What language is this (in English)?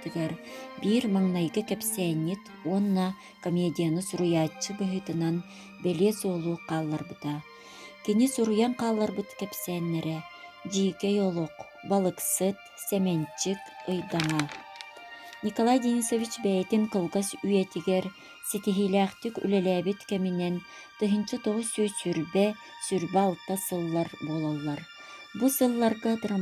Yakut